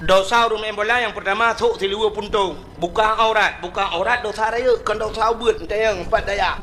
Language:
Achinese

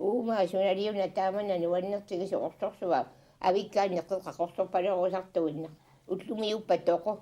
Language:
Kalaallisut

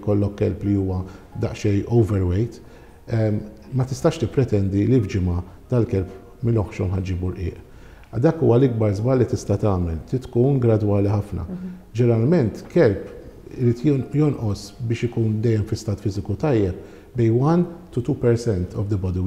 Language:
Maltese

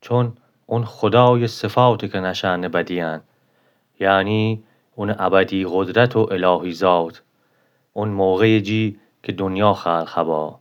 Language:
Gilaki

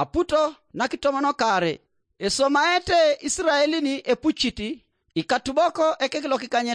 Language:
Teso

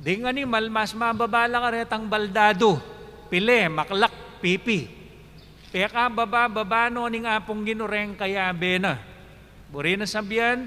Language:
Pampanga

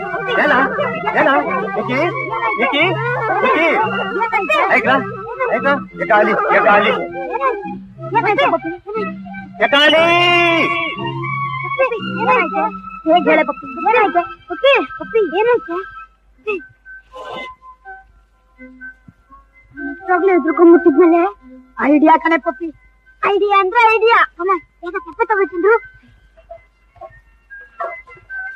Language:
Kannada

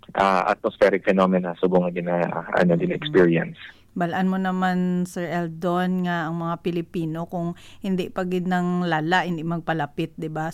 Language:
Hiligaynon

